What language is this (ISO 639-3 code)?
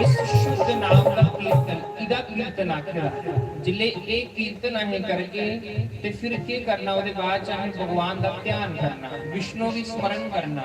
doi